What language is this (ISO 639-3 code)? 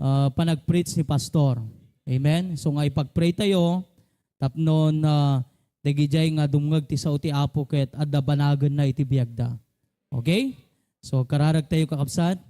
ilo